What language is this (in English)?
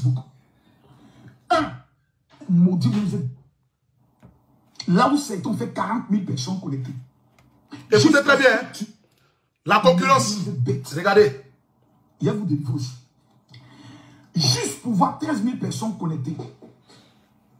French